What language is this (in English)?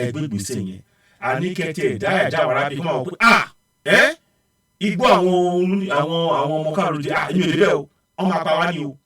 Yoruba